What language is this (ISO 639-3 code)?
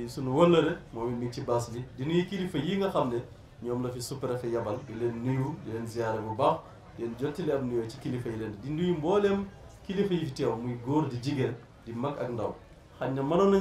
wol